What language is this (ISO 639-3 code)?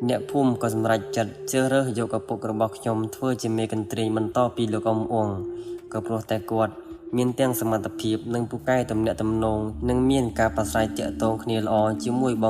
khm